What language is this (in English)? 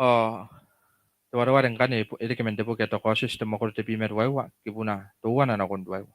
Gilbertese